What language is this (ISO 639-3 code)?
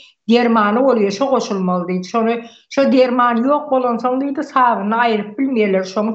tuk